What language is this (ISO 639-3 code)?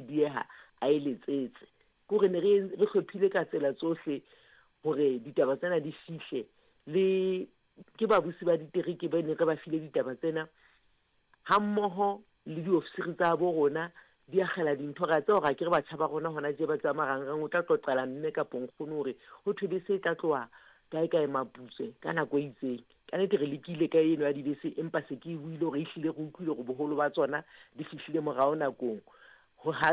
sot